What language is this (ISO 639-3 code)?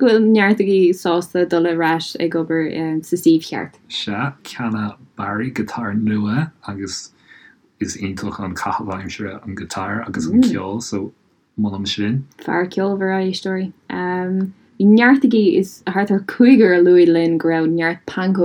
gle